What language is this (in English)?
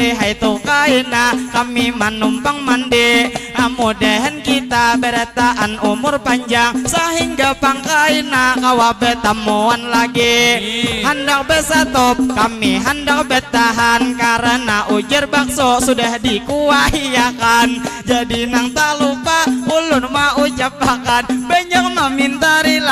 Banjar